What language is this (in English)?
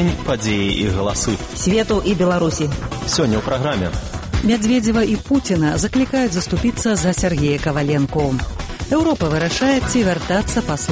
Belarusian